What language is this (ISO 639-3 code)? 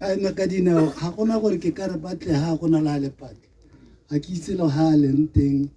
tsn